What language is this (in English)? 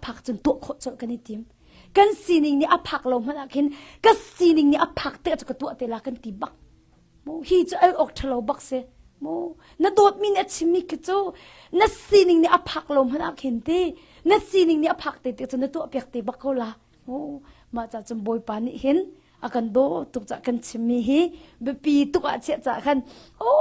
Hakha Chin